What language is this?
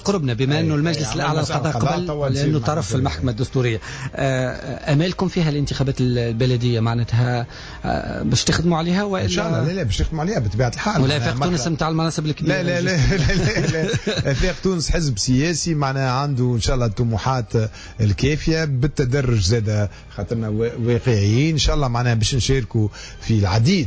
Tunisian Arabic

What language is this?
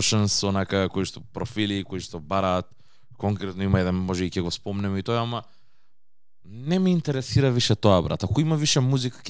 Macedonian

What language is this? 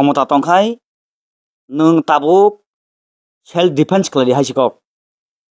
Kok Borok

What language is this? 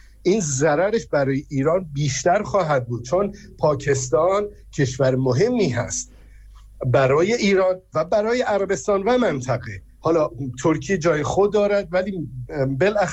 Persian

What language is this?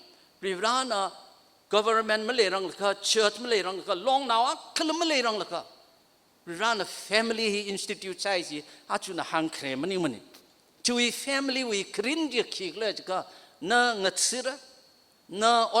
Tangkhul Naga (India)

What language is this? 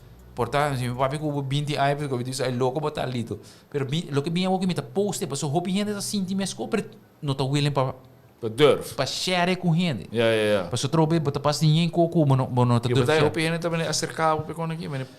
Papiamento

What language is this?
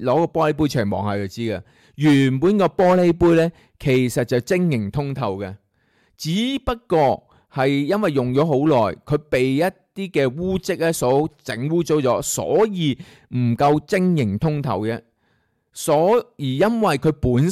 Cantonese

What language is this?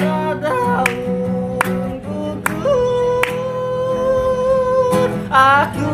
Betawi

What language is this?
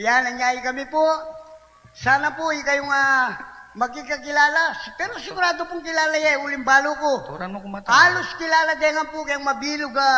Pampanga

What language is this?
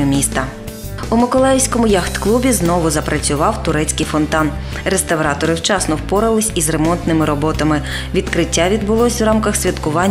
Ukrainian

